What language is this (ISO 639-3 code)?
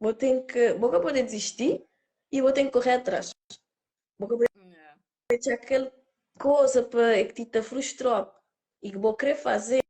kea